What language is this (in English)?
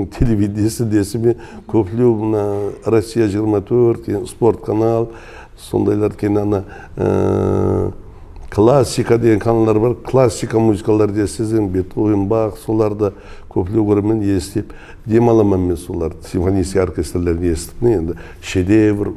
Kara-Kalpak